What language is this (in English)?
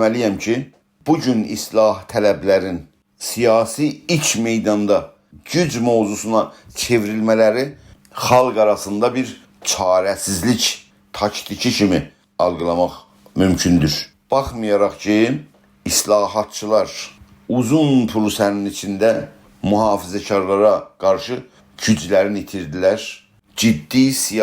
South Azerbaijani